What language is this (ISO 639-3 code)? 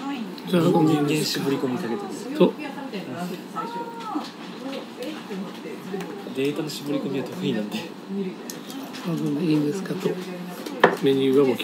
jpn